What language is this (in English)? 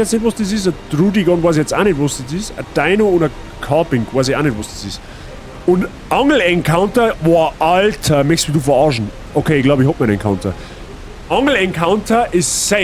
Bavarian